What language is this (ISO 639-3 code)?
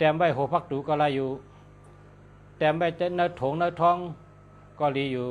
shn